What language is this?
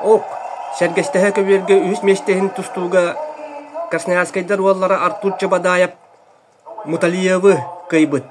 Yakut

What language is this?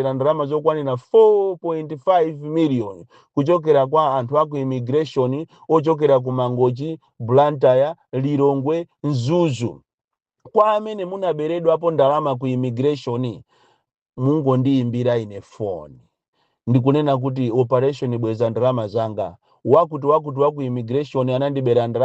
Nyanja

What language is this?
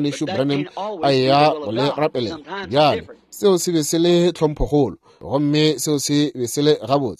Northern Sotho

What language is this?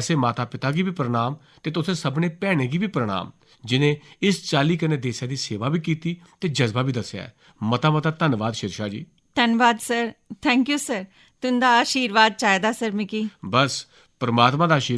Dogri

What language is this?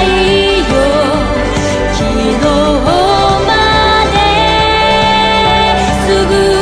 Japanese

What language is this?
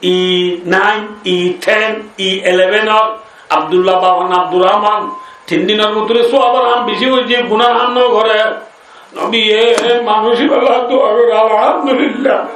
Rohingya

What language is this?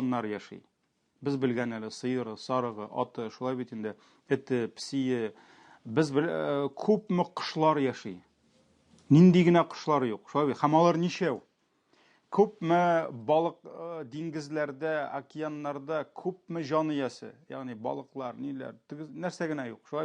Tatar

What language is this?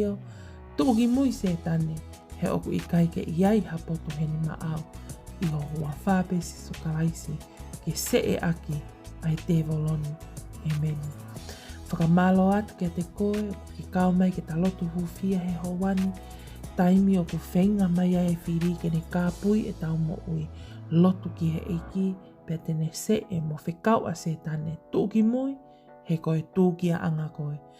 Tongan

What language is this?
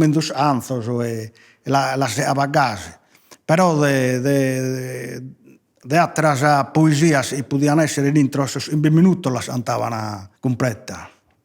Sardinian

